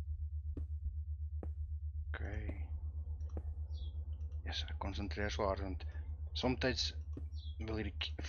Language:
Afrikaans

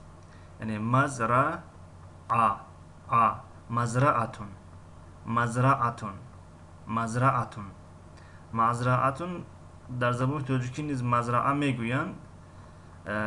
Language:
Tajik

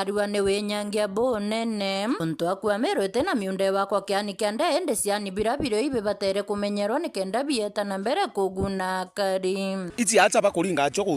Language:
Meru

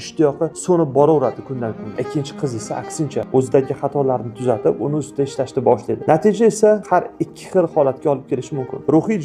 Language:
Uzbek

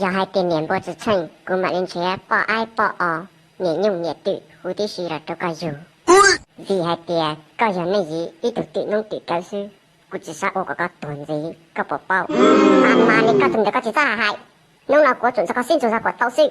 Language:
Hmong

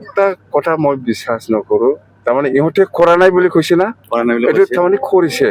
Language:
Assamese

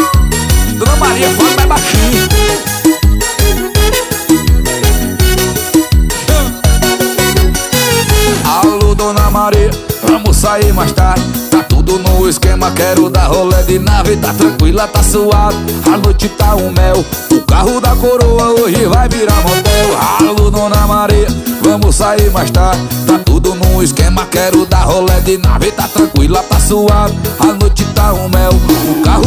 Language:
Portuguese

